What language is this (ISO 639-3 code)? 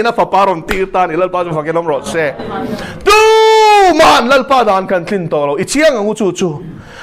lus